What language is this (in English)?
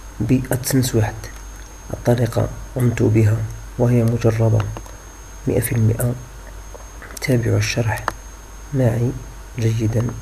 Arabic